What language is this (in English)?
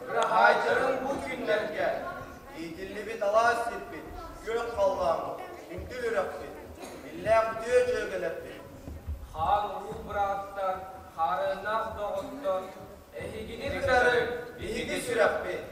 Yakut